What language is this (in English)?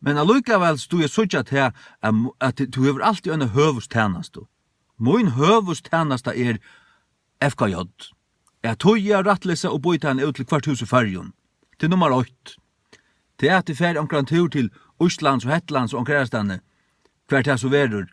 Faroese